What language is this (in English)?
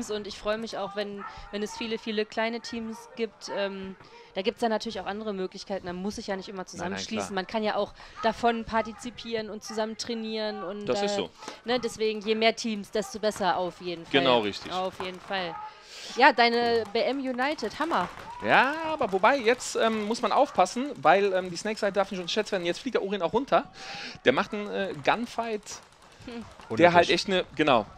German